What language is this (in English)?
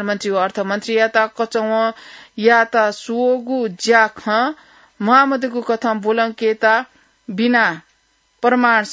Newari